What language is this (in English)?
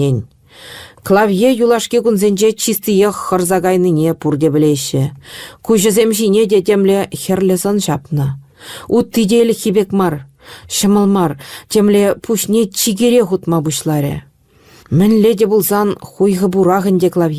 Chuvash